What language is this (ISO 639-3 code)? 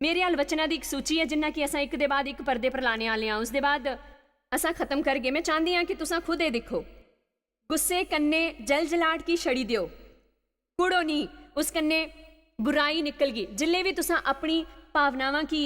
doi